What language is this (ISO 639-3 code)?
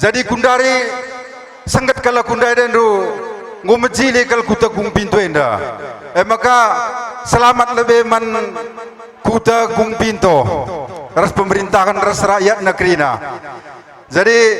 btx